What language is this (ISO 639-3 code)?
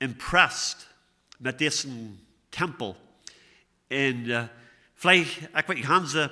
pdt